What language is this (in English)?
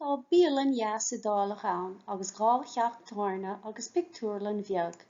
Irish